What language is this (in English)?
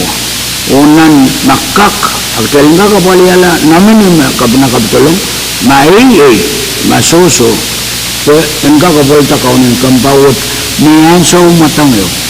Pohnpeian